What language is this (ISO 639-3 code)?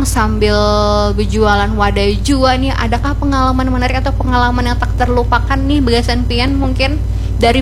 bjn